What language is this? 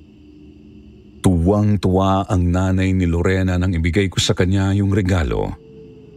Filipino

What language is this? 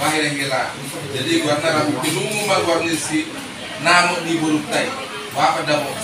Batak Toba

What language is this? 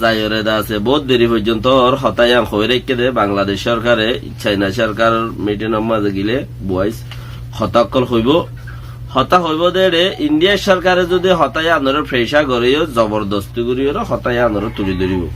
Rohingya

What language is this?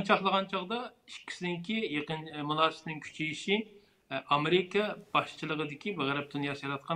Uyghur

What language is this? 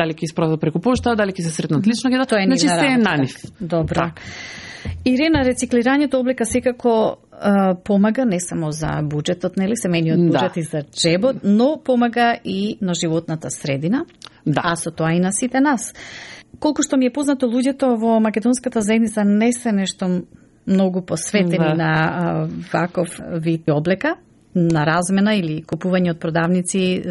Macedonian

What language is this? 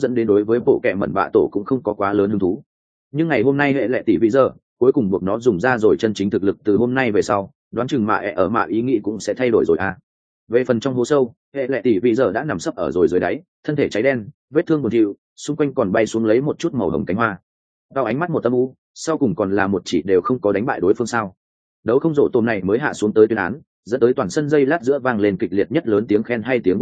Vietnamese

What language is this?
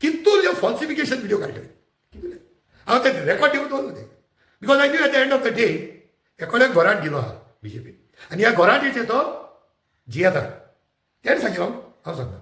Konkani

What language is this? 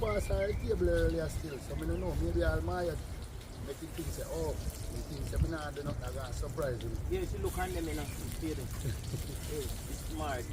Jamaican Creole English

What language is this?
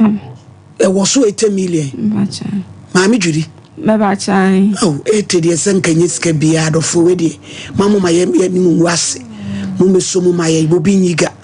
Akan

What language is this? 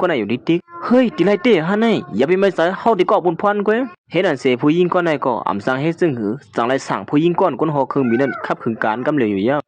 Shan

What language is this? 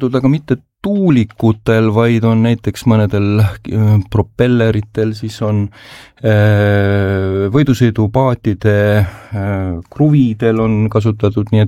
Estonian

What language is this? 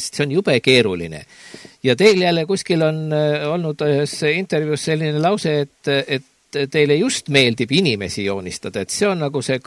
Estonian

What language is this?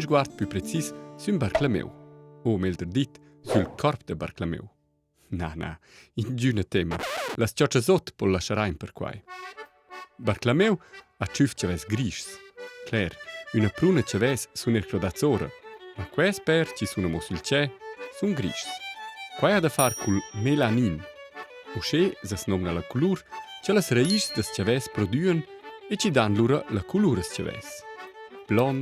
Romansh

